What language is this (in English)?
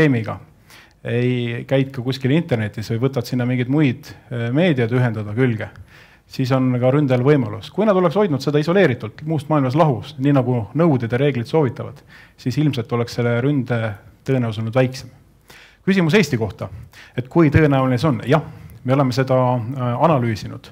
Estonian